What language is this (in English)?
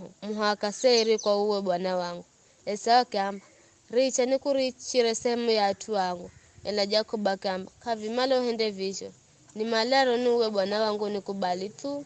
Giryama